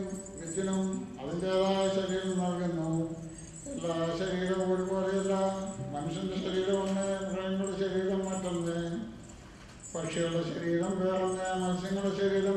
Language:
Malayalam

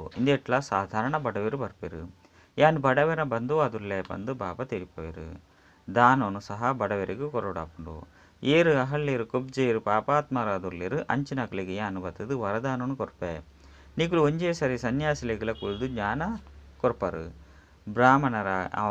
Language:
Tulu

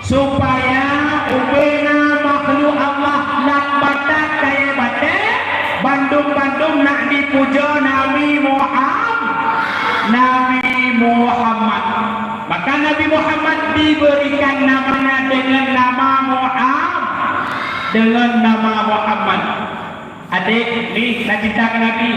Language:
Achinese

